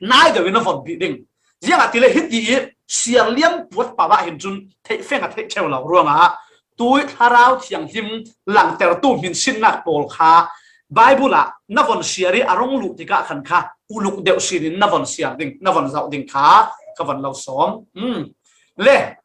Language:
Falam Chin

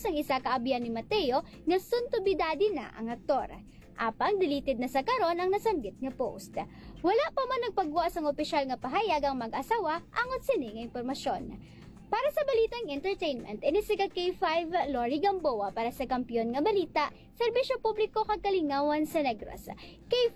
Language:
Hiligaynon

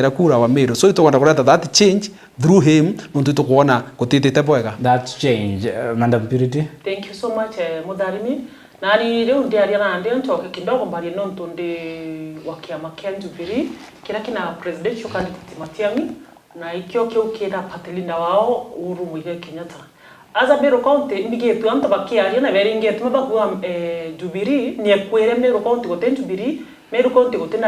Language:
Meru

